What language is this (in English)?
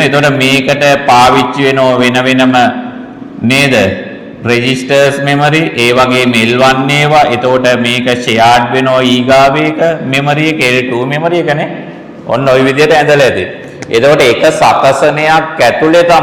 Sinhala